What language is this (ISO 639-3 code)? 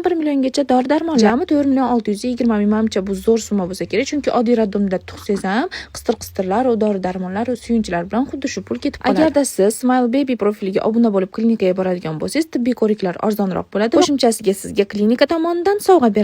uzb